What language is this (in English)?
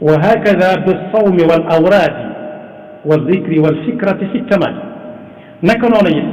Wolof